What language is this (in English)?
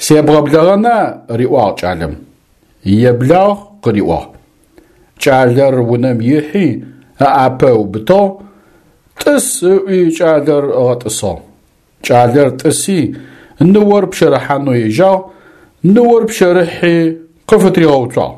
Adyghe